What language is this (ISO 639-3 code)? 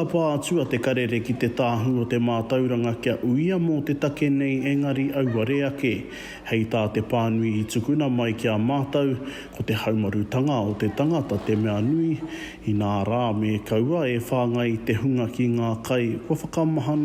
mri